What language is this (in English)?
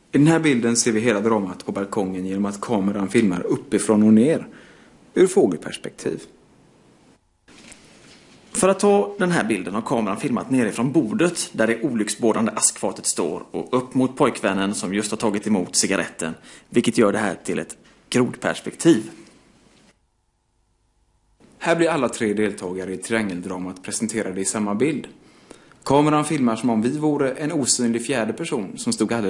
Swedish